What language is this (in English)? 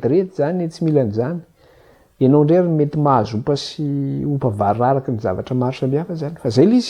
Malagasy